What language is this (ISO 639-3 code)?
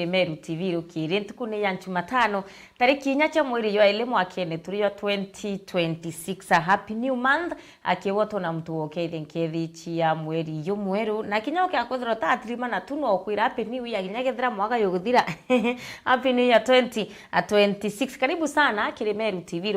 mer